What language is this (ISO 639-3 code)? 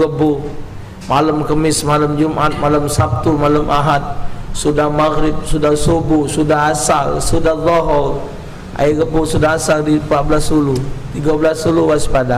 mui